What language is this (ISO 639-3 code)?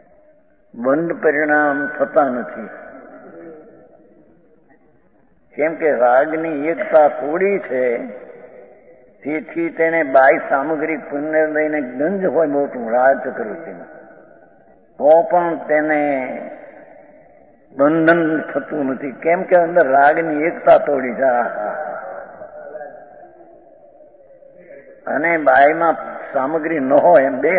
guj